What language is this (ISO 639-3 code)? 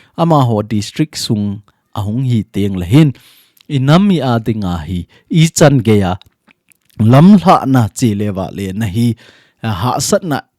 tcz